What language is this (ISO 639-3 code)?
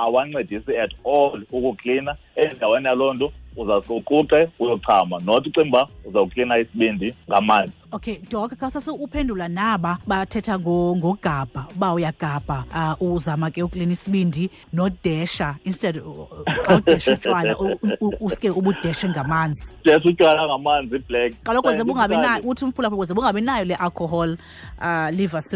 xho